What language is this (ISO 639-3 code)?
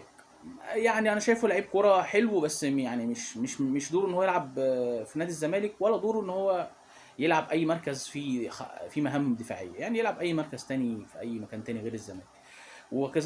arz